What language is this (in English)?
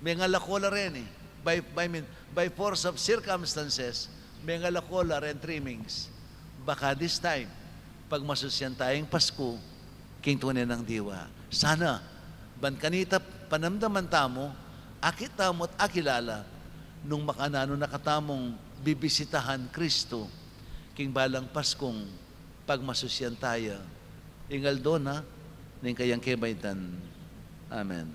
Pampanga